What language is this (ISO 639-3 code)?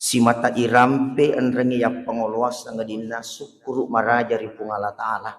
bug